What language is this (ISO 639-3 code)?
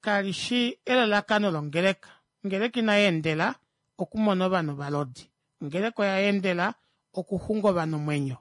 kua